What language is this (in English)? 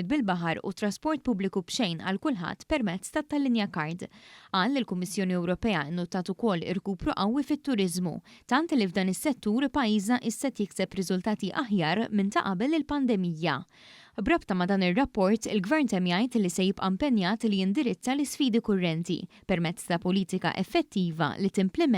Maltese